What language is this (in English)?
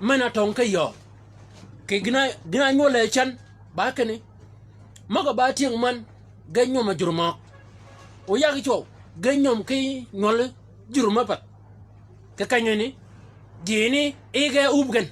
Shilluk